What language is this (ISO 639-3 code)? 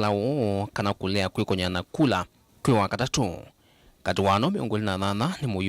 kam